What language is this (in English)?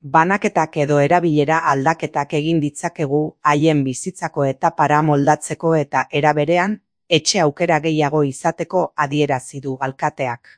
Basque